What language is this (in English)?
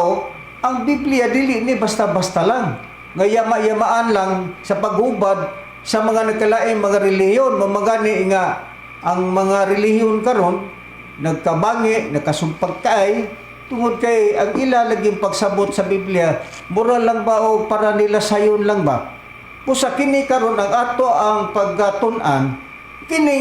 Cebuano